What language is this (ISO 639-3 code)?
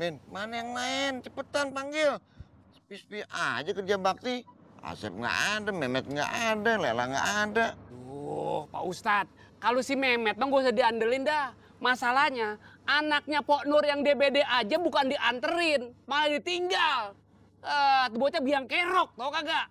bew